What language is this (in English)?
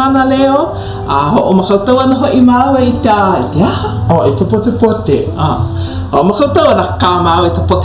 Hawaiian